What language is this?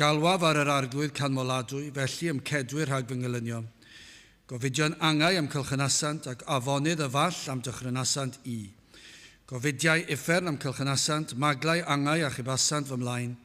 Welsh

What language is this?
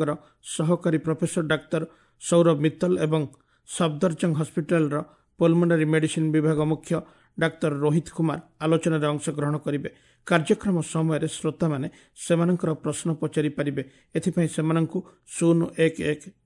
Odia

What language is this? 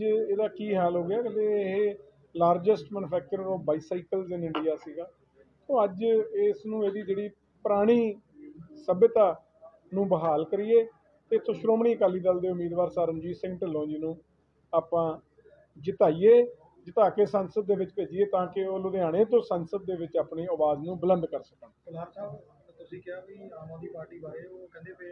Punjabi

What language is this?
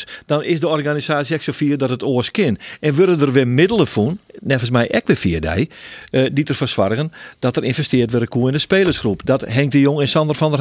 Western Frisian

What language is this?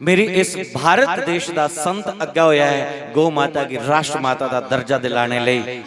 Dogri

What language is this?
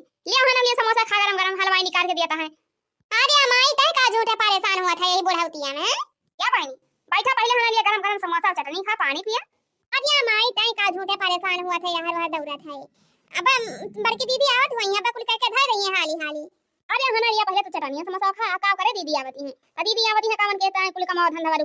Awadhi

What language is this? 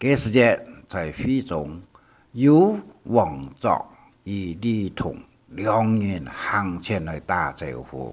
Hakka Chinese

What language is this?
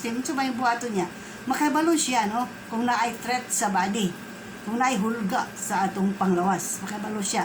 Cebuano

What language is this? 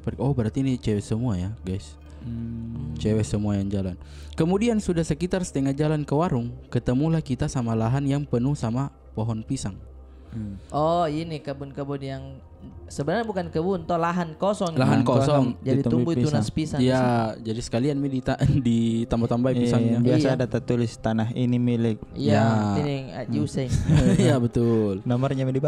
Makassar Malay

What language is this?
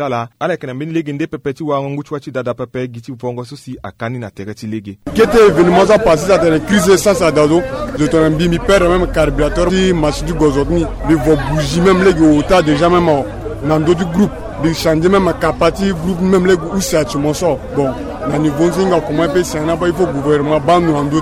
Sango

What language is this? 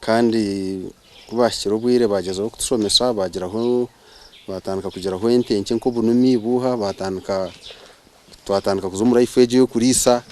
Nyankole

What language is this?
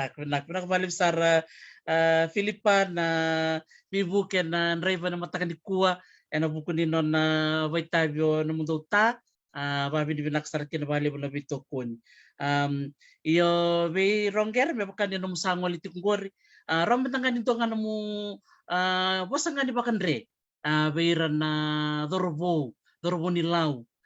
Fijian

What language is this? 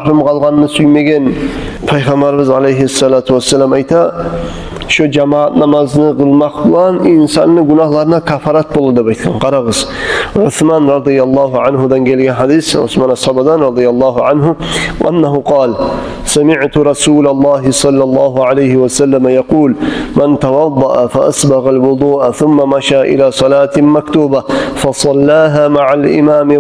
Kumyk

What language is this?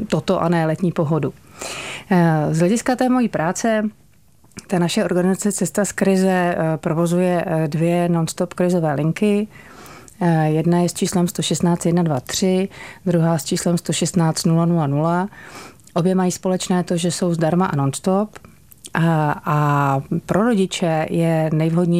Czech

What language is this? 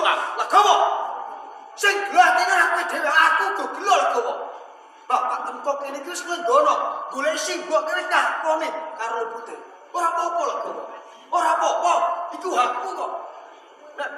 Javanese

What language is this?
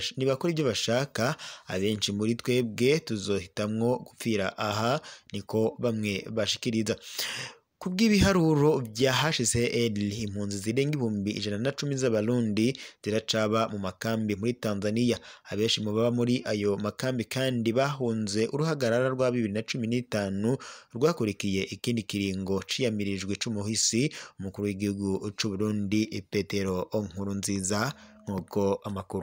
Rundi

